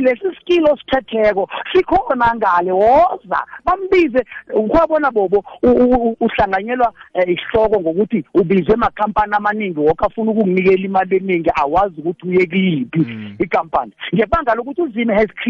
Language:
South Ndebele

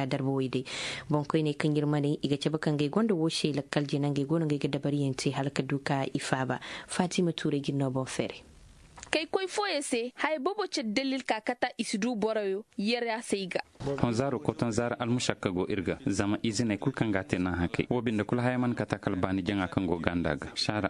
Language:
Zarma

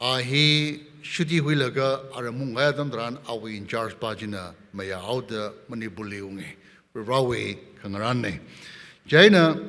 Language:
Tangkhul Naga (India)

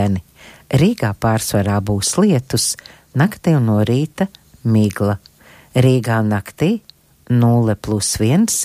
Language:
Latvian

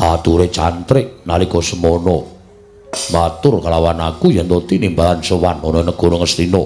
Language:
Javanese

